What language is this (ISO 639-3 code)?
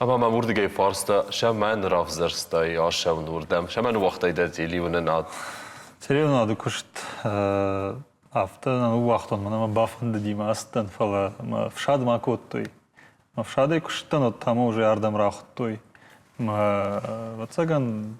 oss